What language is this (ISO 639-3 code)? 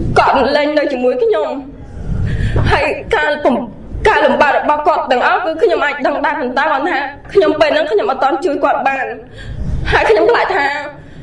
khm